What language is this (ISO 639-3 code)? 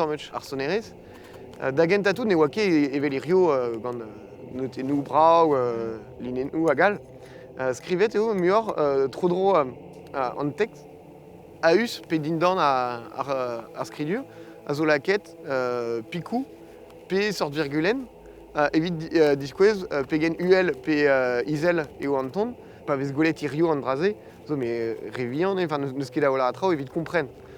bre